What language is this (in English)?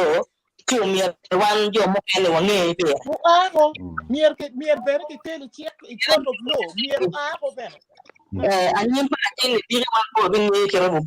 Acoli